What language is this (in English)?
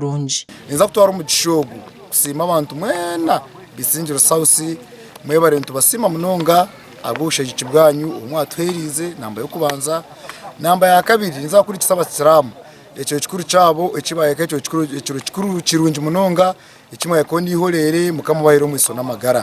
Nyankole